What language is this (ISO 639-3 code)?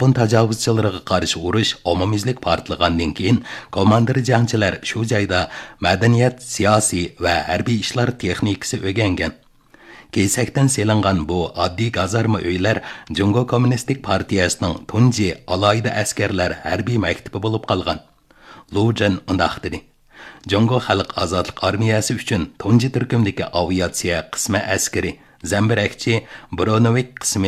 uig